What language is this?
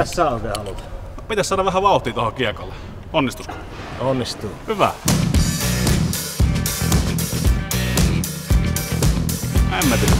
Finnish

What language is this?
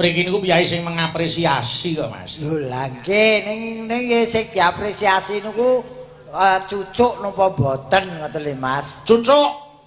Javanese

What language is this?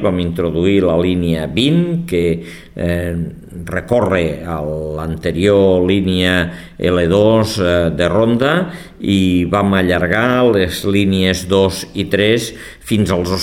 Catalan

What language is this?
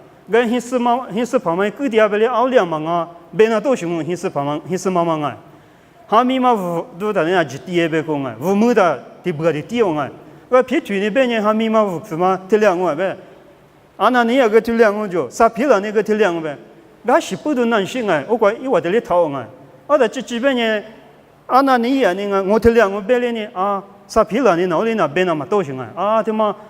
Lisu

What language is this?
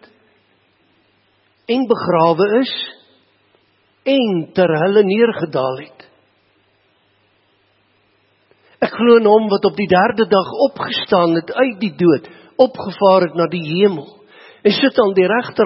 Afrikaans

